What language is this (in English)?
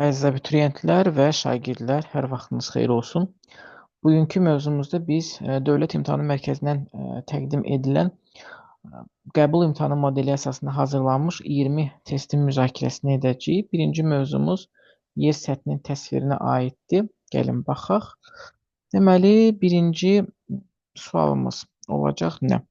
Azerbaijani